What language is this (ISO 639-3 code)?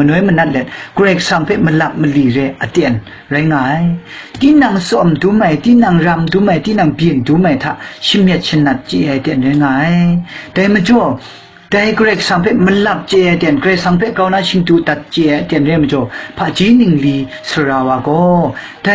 kac